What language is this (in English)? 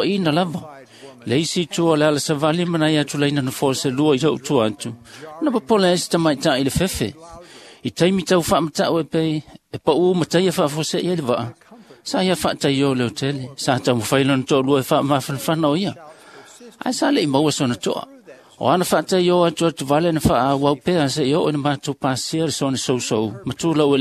Samoan